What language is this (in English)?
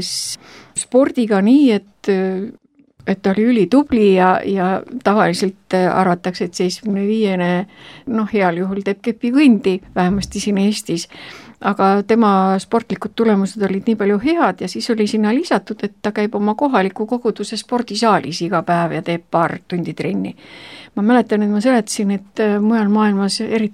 Estonian